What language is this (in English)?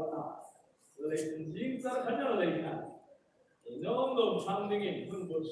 Hmar